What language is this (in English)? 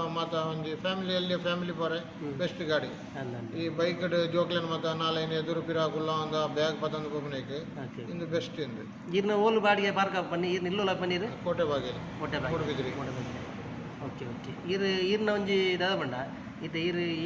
Tulu